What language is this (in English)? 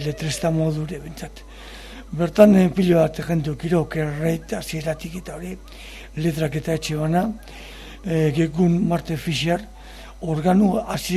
Basque